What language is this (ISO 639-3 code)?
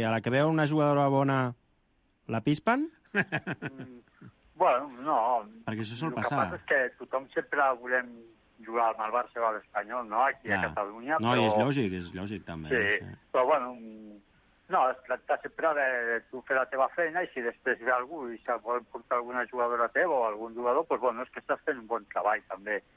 cat